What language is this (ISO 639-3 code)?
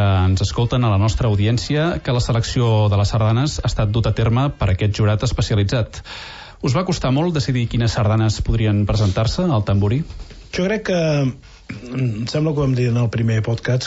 cat